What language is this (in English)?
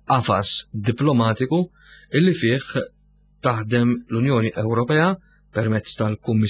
Maltese